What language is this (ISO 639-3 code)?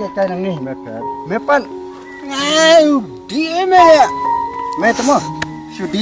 kha